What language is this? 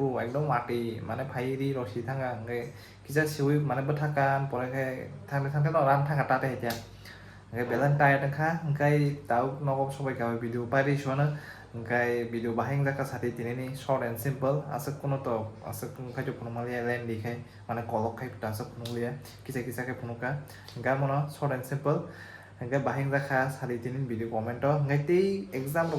Kok Borok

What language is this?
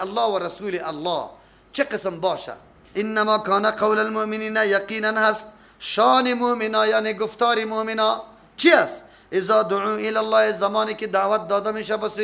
Persian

